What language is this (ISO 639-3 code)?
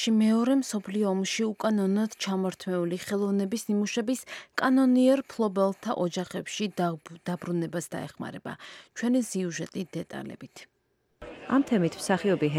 kat